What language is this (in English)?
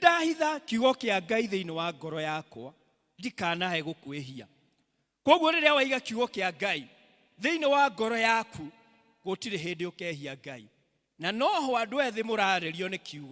Kikuyu